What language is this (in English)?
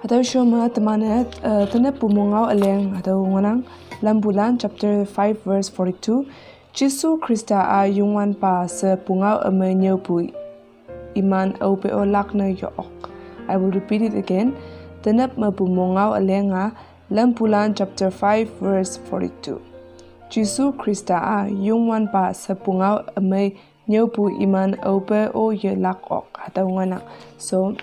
Konyak Naga